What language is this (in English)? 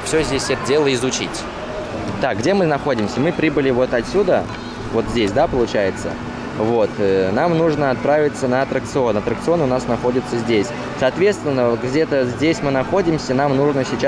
Russian